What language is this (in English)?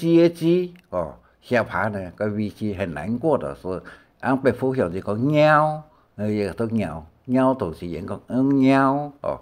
Hakka Chinese